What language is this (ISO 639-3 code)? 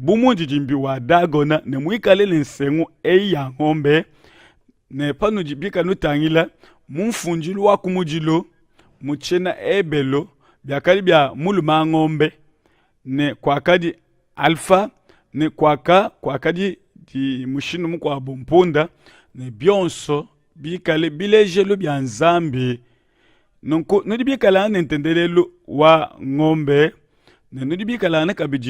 lua